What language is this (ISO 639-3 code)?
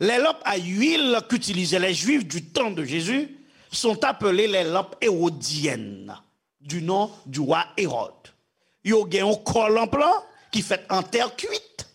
hat